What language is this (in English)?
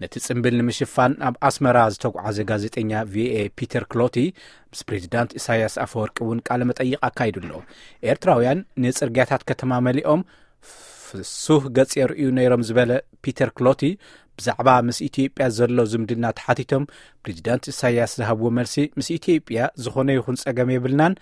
Tigrinya